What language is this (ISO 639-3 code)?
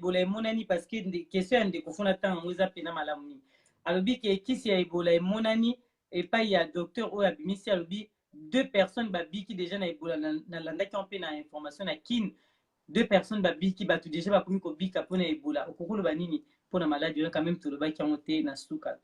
lin